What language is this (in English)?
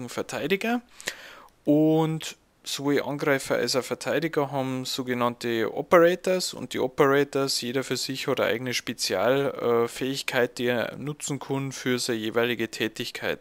Bavarian